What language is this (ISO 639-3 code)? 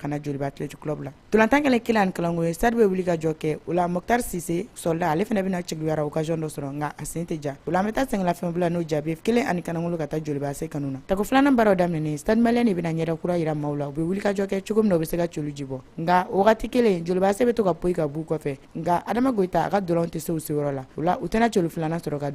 bam